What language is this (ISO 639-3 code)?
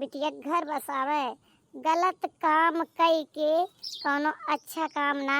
awa